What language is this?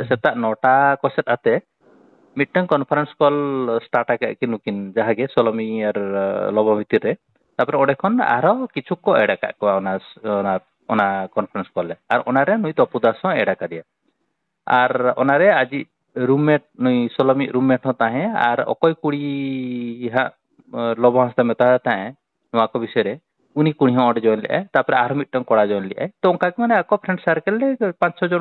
Santali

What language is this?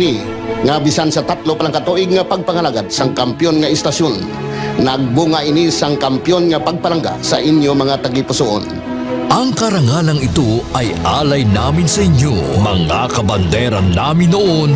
Hiligaynon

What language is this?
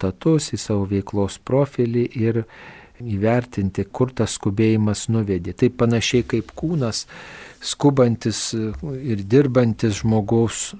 Lithuanian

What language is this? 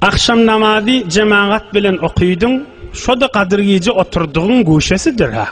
Turkmen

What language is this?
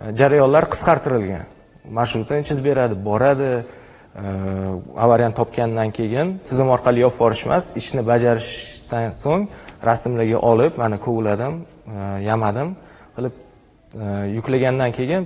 Uzbek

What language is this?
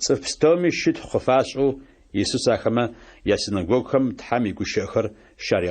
Adyghe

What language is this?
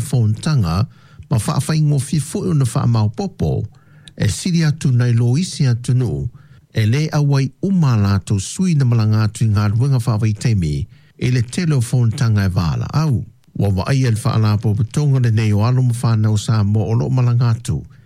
Samoan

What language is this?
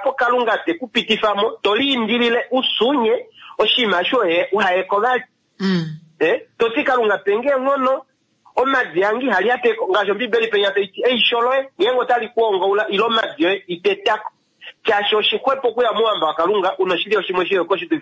Kuanyama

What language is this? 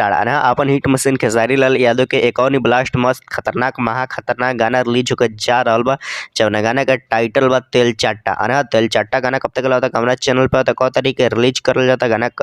Bhojpuri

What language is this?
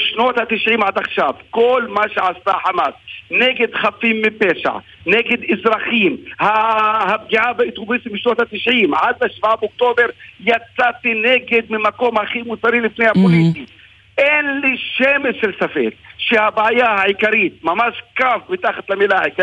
Hebrew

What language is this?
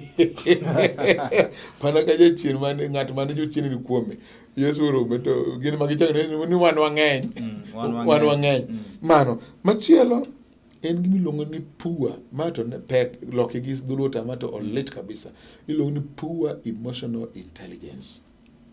Luo (Kenya and Tanzania)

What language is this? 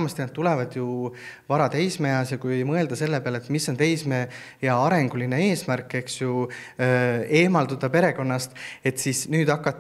Estonian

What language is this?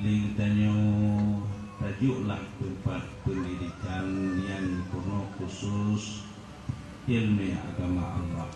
Achinese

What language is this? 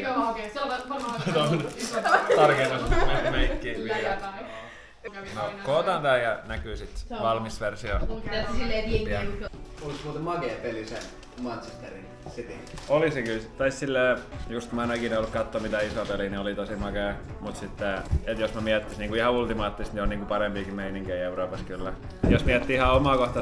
Finnish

